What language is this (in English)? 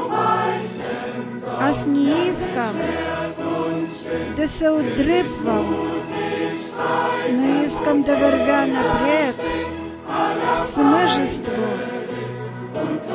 Bulgarian